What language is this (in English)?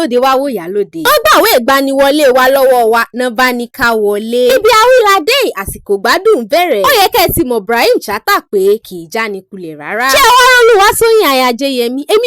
Yoruba